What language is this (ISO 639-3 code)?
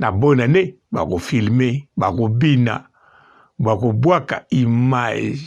lin